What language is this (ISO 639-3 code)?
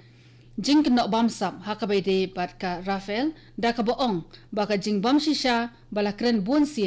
kha